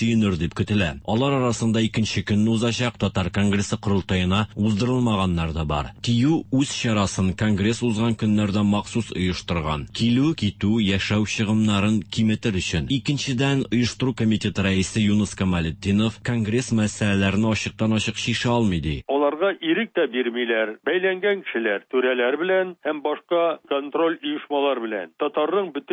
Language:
Tatar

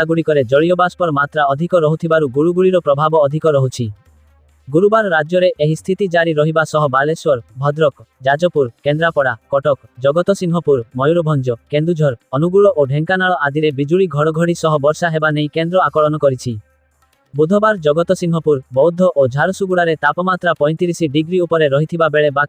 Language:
Odia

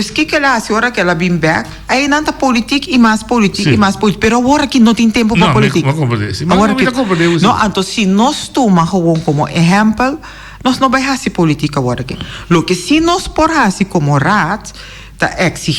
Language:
Papiamento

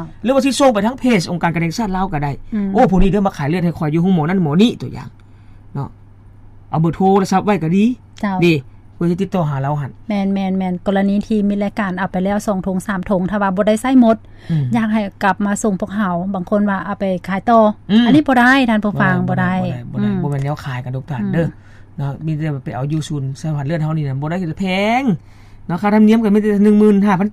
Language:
Lao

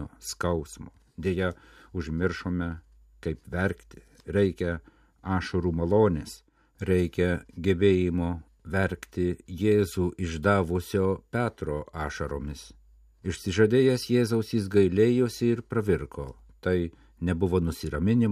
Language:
Lithuanian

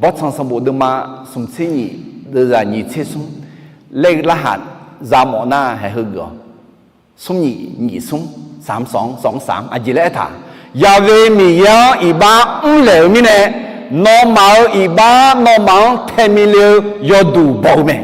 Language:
Akha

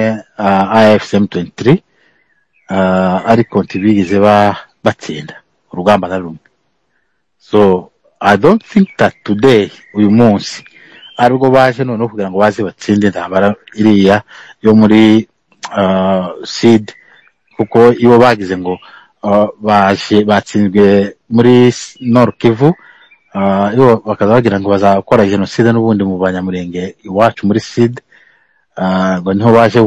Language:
Kinyarwanda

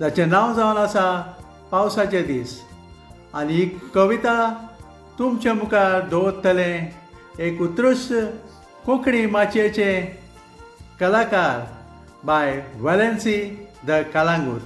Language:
Konkani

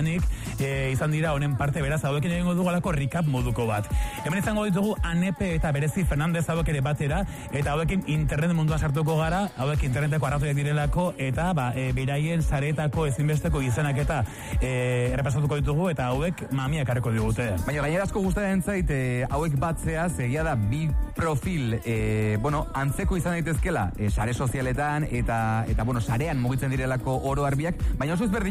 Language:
Basque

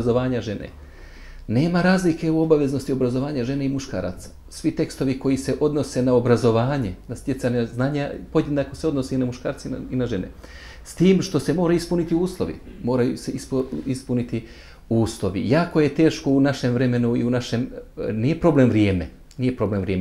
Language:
Bosnian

